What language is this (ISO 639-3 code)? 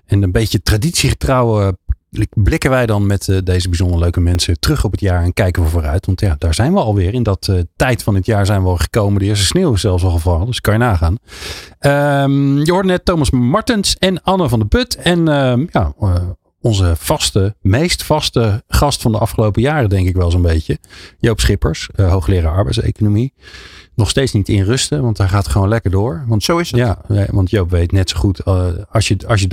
nld